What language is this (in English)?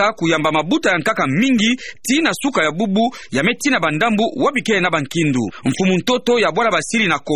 Kituba (Democratic Republic of Congo)